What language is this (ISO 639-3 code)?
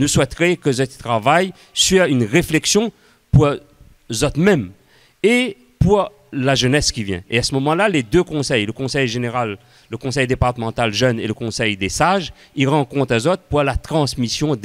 rcf